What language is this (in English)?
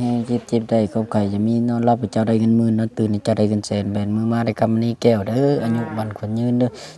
Northeastern Thai